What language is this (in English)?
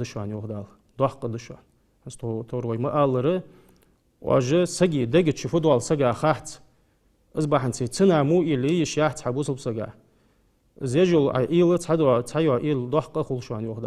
Ingush